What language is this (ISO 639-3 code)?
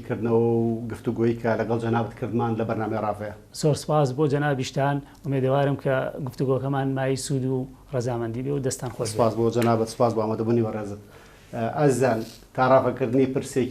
ckb